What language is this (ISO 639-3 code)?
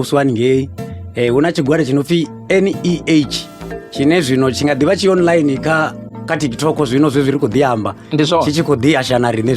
ven